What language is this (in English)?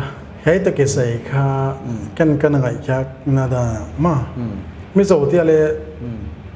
Paite Chin